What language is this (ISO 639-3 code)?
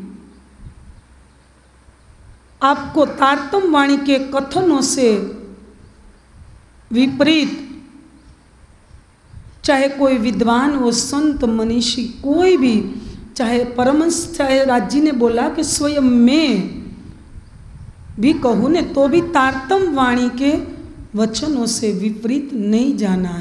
hin